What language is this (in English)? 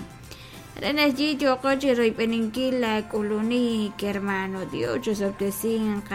Kekchí